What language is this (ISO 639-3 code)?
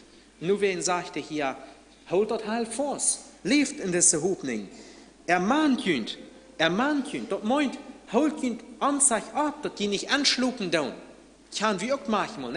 pdt